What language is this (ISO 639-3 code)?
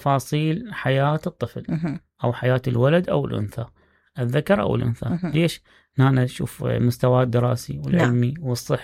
acm